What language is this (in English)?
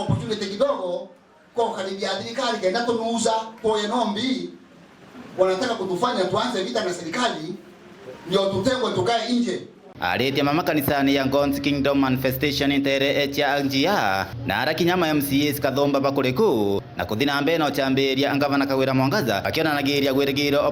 Meru